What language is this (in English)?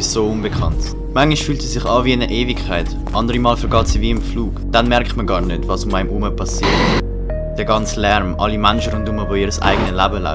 Swiss German